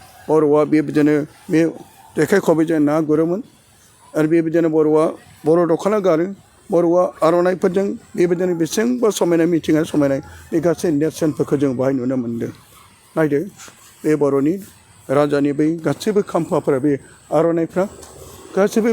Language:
Bodo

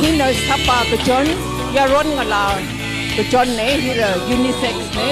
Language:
Tangkhul Naga (India)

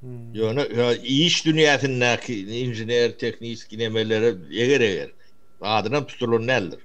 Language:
Turkmen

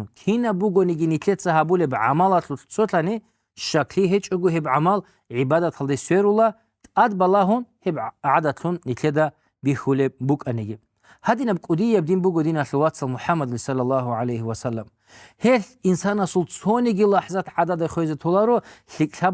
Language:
Avaric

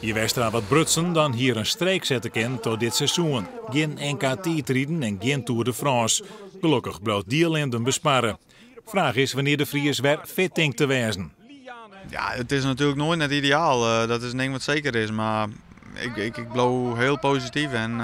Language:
Western Frisian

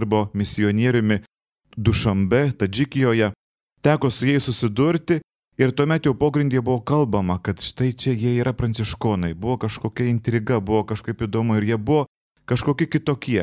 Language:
Lithuanian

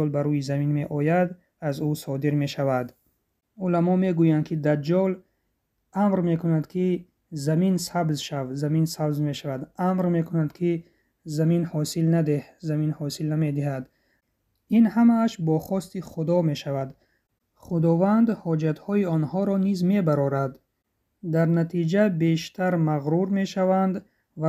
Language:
Tajik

